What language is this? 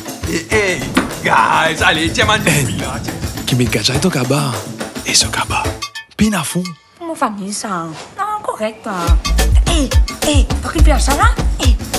Morisyen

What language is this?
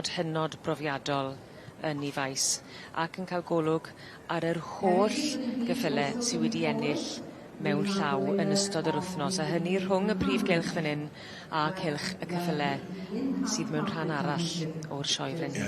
Welsh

